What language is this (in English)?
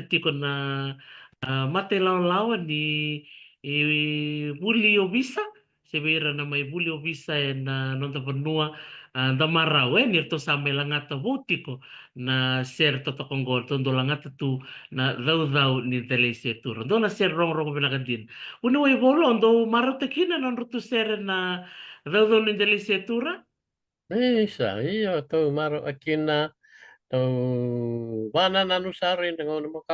Fijian